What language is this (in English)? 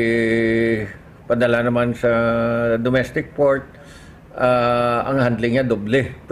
Hiligaynon